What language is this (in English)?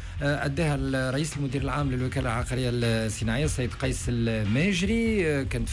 Tunisian Arabic